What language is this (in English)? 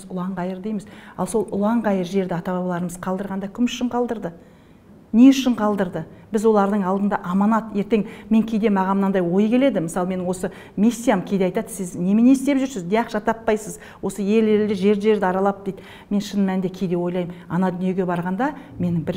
Kazakh